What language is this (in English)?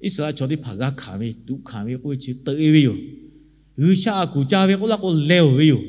Lahu